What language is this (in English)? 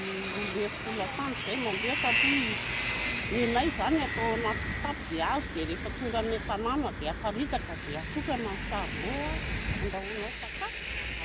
Malagasy